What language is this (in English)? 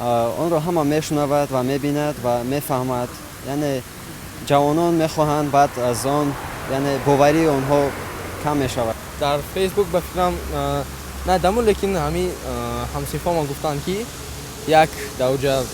Tajik